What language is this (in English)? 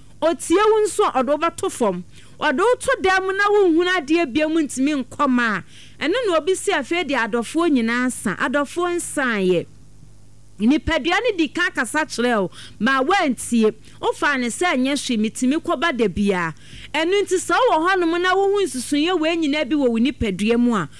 Akan